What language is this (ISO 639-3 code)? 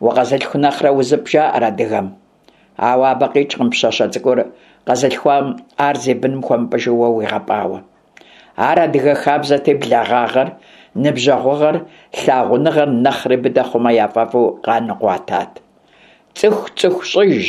kbd